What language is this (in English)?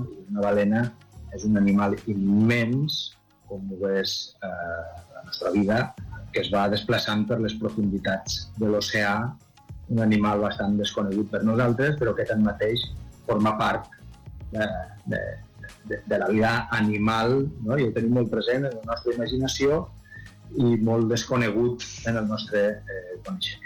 Catalan